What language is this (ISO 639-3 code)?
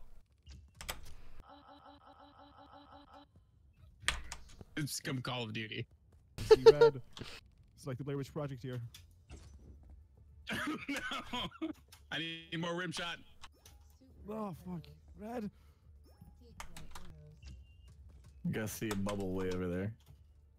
eng